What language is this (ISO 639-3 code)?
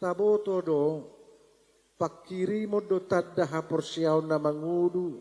bbc